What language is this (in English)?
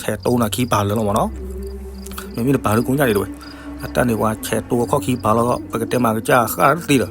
S'gaw Karen